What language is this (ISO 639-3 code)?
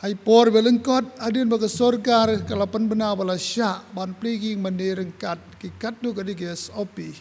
kha